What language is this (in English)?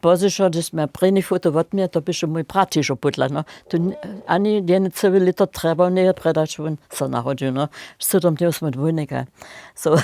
Upper Sorbian